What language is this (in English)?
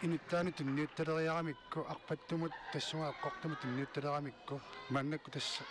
Kalaallisut